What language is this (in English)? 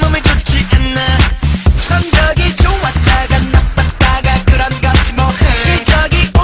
Korean